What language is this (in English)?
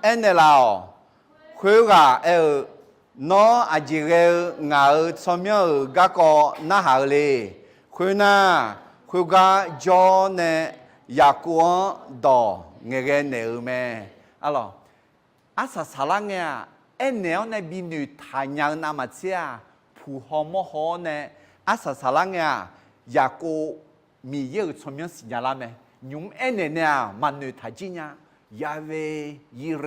Akha